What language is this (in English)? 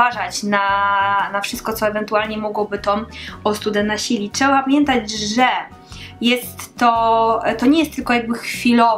Polish